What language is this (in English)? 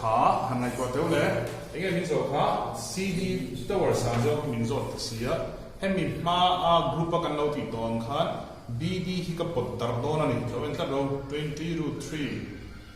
Mizo